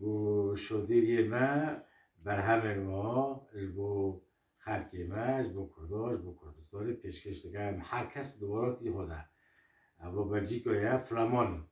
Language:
Kurdish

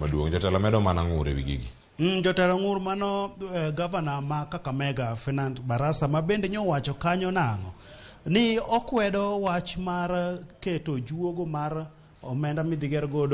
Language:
Luo (Kenya and Tanzania)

